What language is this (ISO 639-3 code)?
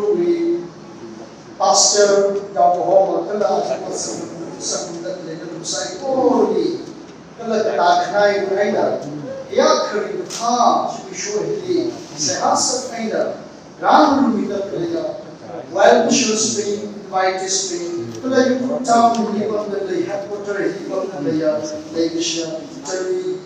nmf